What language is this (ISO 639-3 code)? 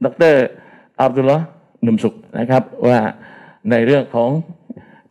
tha